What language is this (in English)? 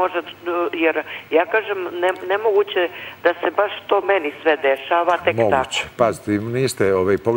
Serbian